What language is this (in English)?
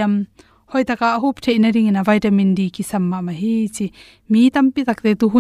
Tedim Chin